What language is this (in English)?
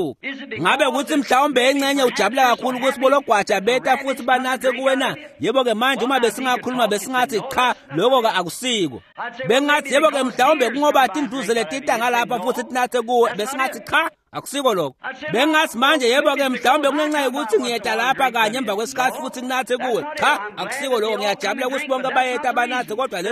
Swati